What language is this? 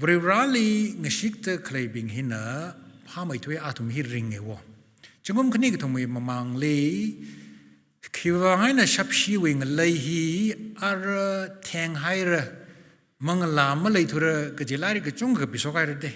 Tangkhul Naga (India)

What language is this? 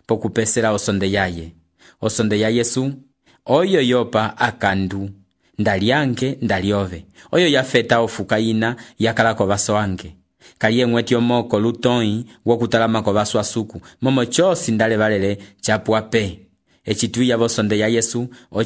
Umbundu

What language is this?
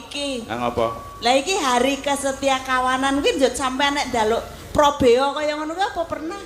Javanese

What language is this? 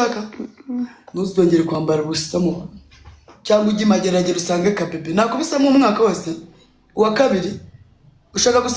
Kinyarwanda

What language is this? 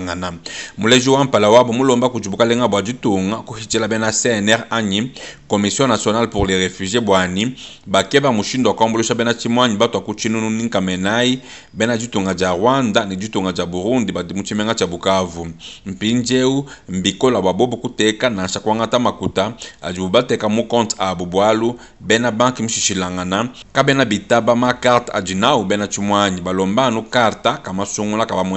Luba-Lulua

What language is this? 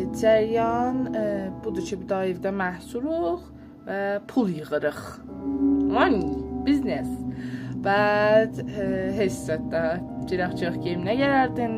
South Azerbaijani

